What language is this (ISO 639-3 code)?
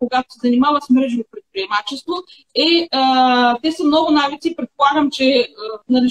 bul